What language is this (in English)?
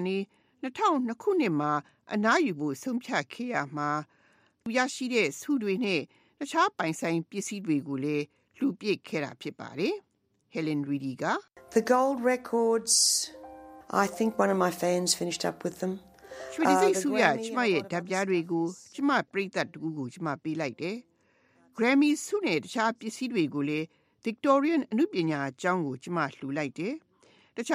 Burmese